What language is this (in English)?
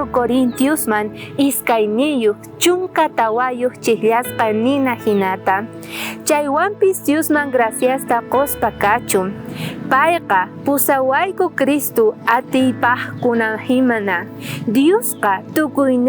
South Bolivian Quechua